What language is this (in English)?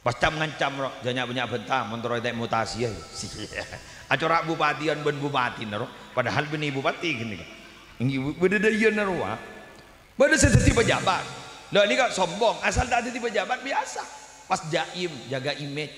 Madurese